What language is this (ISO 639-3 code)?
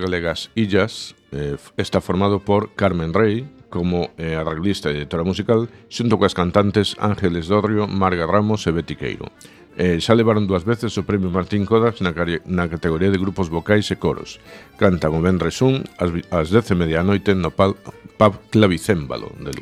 glg